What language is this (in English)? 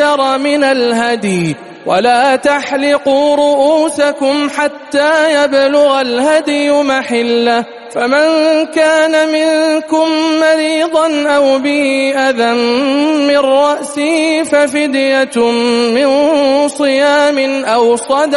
Arabic